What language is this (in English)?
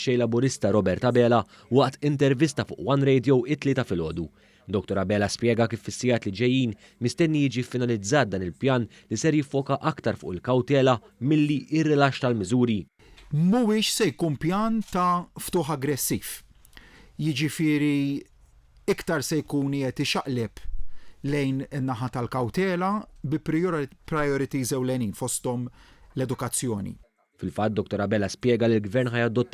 Maltese